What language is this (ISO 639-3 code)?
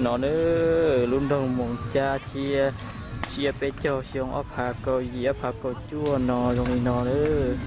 hmn